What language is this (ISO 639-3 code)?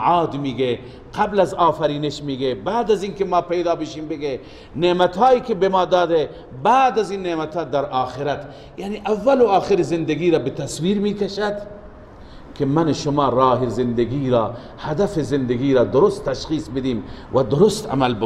fas